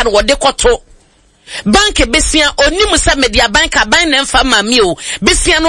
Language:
Akan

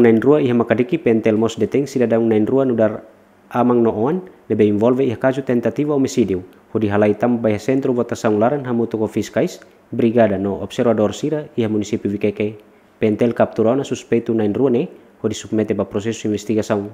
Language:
Tetum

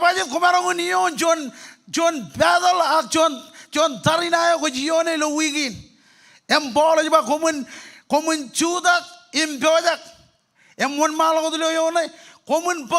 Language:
Marshallese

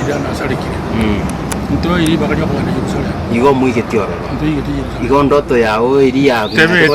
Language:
Gusii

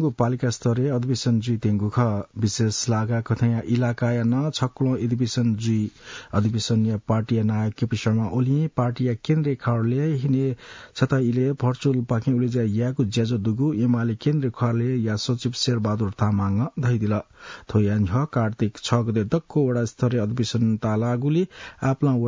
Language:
Newari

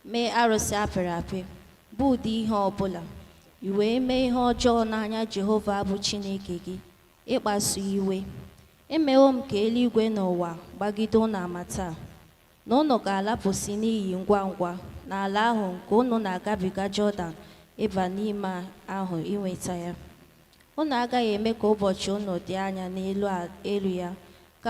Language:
Igbo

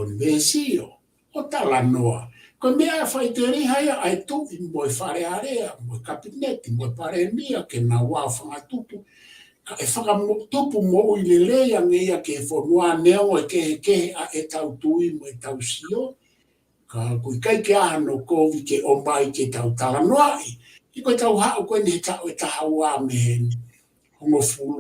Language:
Tongan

